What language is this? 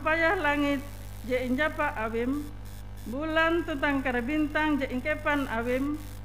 Ngaju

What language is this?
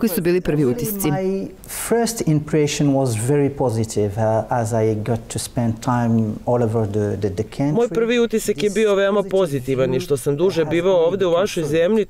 Serbian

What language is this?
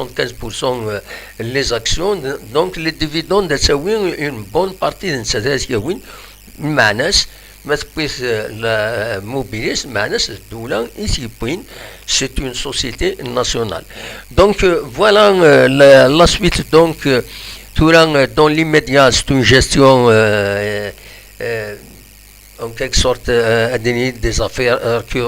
Kabyle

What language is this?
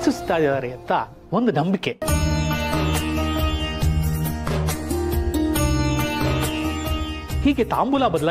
Kannada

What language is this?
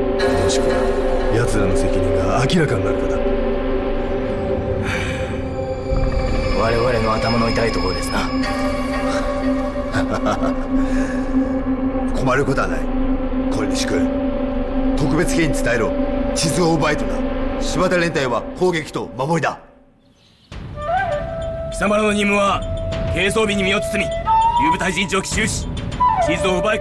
Japanese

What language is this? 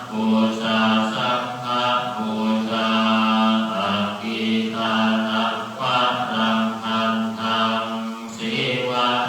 Pali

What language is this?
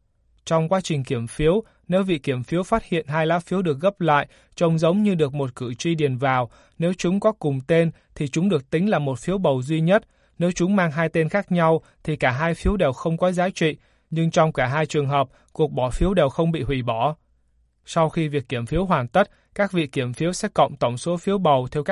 Vietnamese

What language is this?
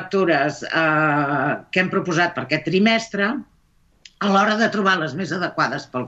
Catalan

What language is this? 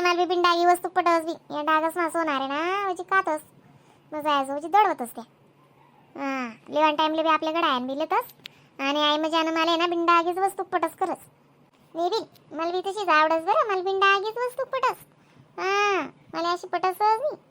Khandesi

